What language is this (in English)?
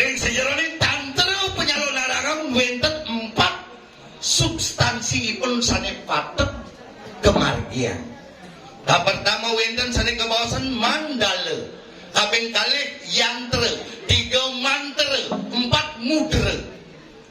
Balinese